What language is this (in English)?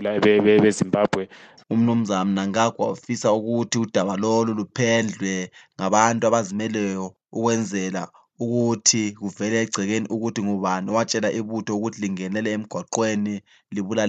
North Ndebele